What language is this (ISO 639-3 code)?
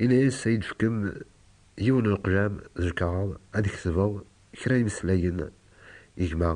kab